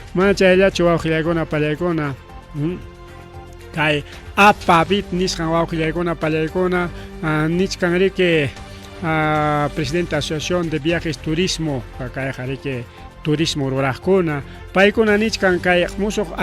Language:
Ayacucho Quechua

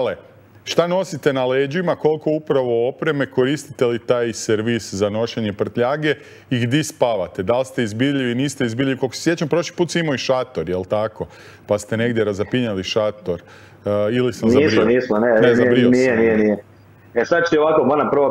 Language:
Croatian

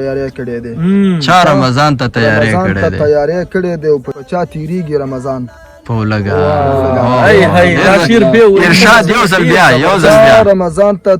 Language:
Pashto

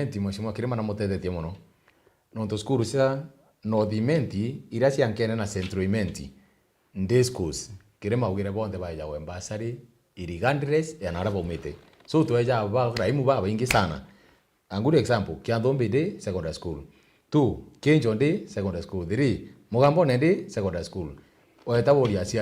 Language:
Meru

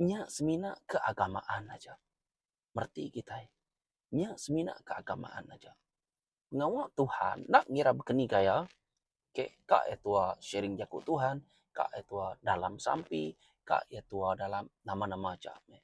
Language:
Iban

